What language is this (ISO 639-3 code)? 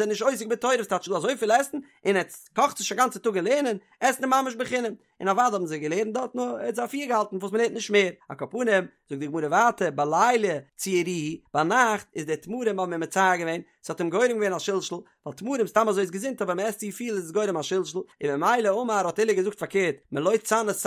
yid